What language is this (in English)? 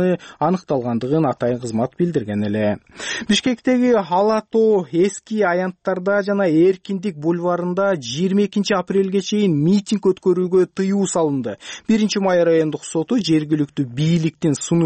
Kyrgyz